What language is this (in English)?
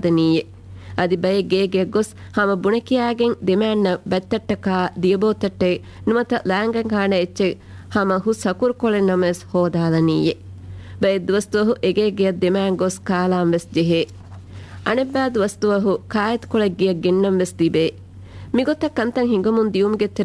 Divehi